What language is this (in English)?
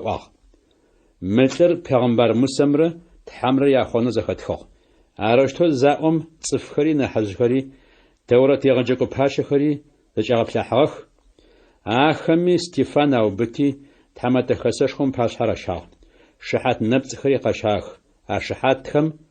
Adyghe